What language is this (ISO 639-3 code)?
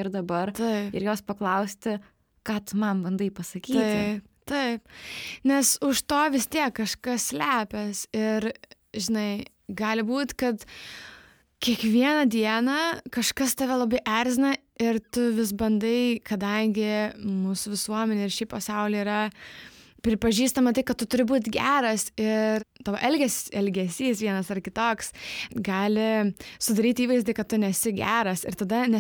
lit